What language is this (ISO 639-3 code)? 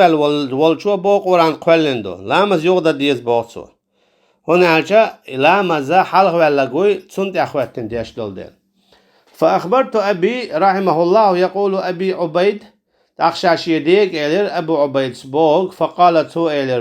che